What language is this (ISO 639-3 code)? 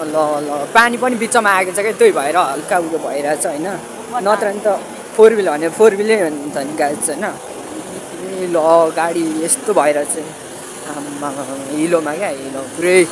nep